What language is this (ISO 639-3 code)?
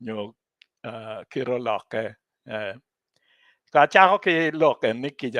ach